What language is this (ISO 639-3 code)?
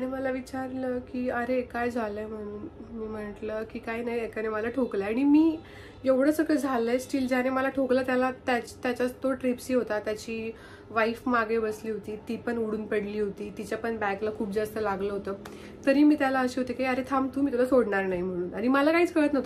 mar